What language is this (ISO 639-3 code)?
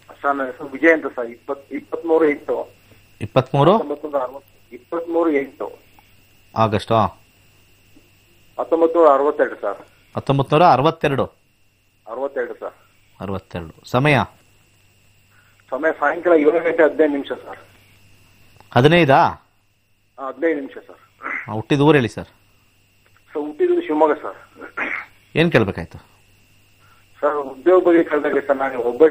kan